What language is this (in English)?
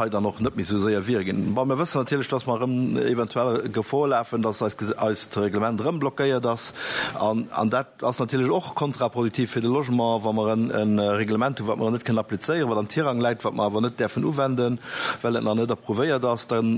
Luxembourgish